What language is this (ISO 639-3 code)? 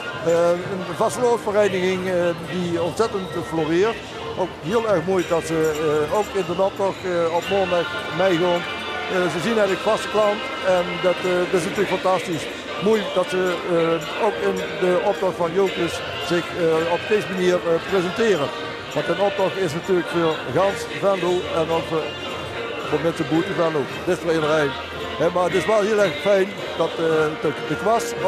lim